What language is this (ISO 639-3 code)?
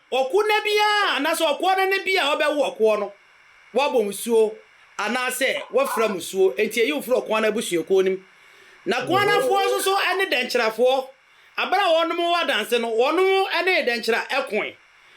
aka